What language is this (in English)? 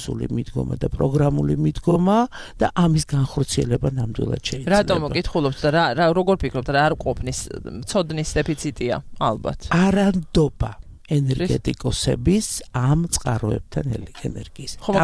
Georgian